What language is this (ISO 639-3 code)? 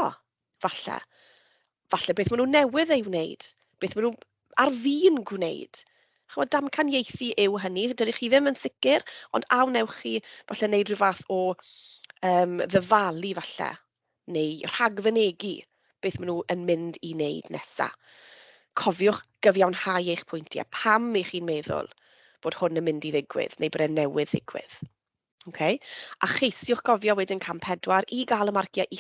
cym